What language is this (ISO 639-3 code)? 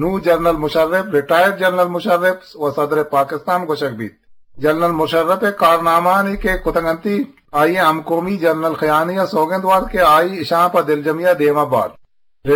bgp